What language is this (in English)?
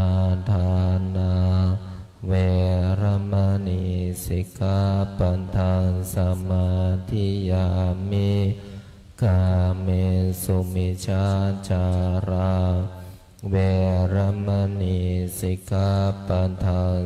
Pali